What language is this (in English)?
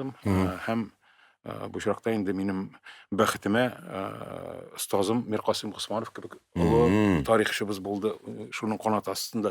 Tatar